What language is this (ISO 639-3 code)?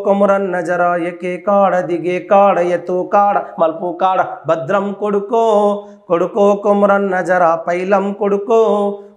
tel